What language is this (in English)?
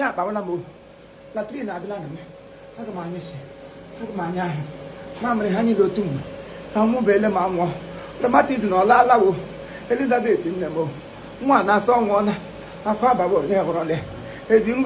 Igbo